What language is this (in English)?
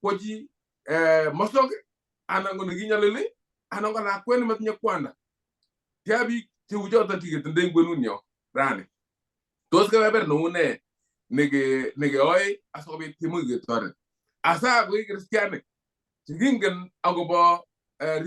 Kalenjin